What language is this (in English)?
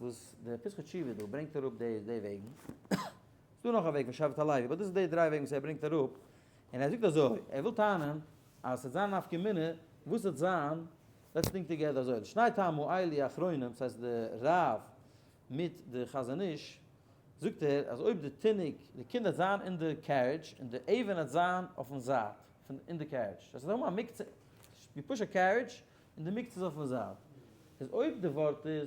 Yiddish